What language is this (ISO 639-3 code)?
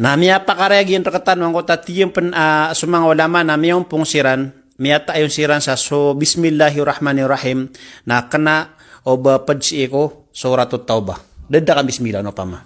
mrw